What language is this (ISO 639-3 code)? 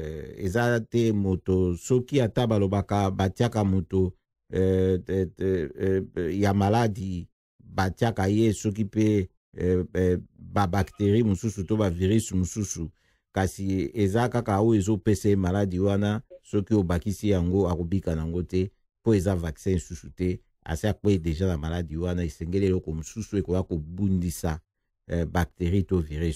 lin